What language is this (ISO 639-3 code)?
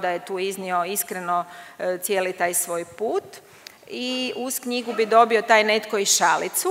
hrv